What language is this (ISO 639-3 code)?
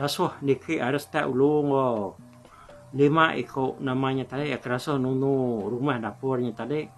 iba